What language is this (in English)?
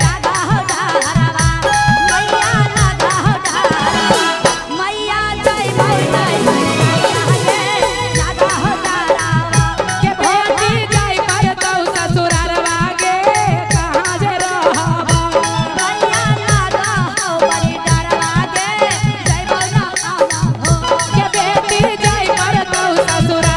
Magahi